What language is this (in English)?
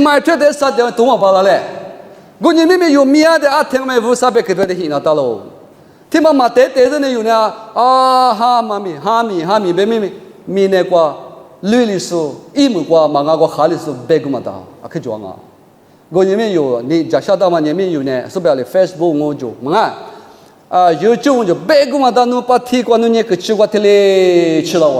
Lisu